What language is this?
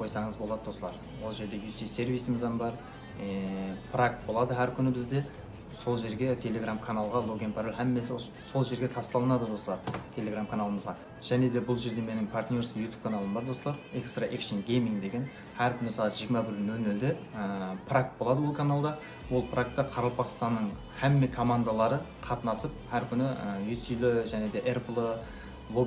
Kara-Kalpak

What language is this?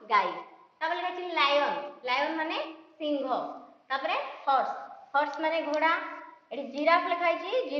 Odia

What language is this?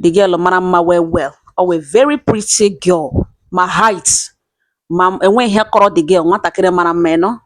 Igbo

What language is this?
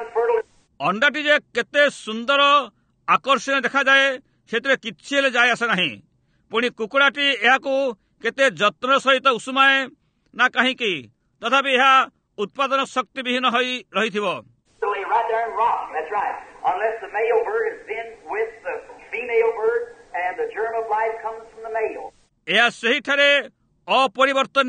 Odia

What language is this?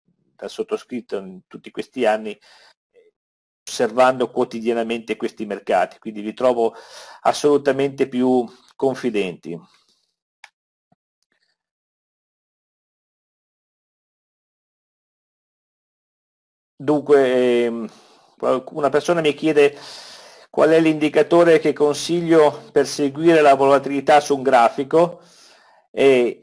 Italian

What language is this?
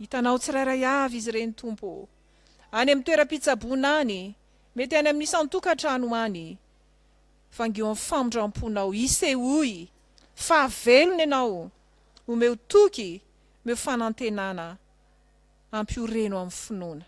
Malagasy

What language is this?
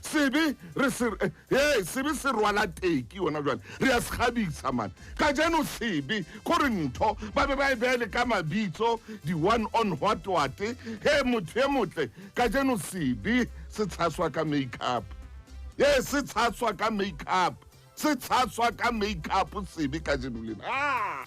Southern Sotho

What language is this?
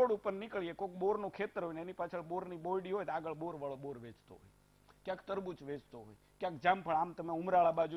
Gujarati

